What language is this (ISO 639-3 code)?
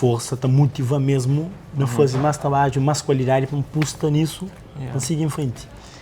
kea